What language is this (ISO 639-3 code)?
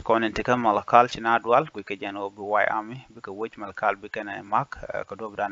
nus